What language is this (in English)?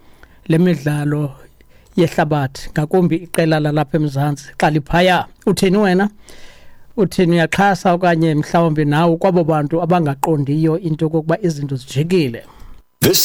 Xhosa